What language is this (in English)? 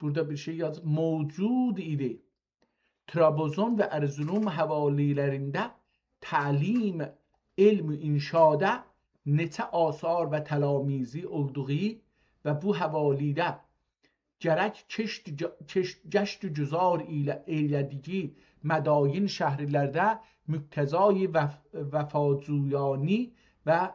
South Azerbaijani